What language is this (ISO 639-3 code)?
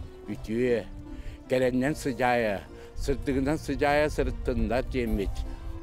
sah